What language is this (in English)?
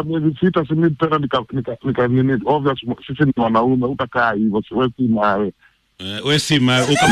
Swahili